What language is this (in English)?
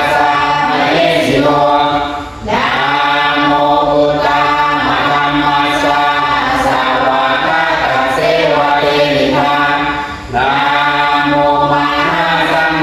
Pali